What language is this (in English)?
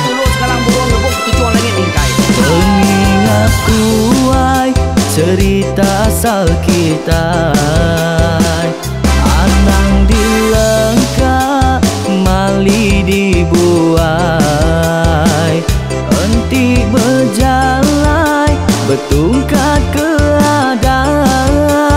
Iban